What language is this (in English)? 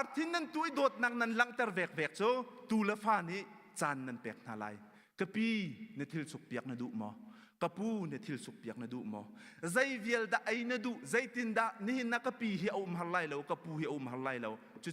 Hakha Chin